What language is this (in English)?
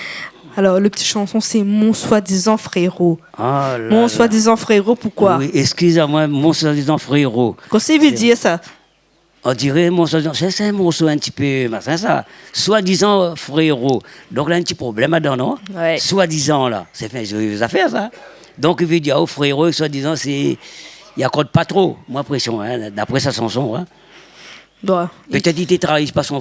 Réunion Creole French